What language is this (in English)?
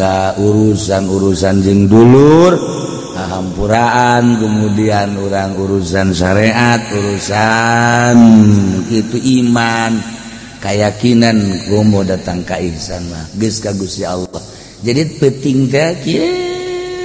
Sundanese